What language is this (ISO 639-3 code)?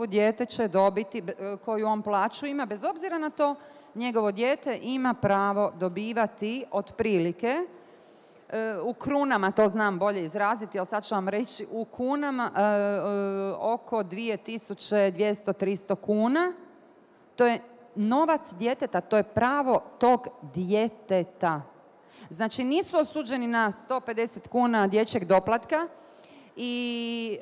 bos